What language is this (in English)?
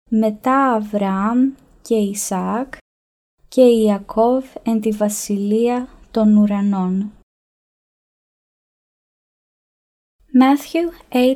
Ancient Greek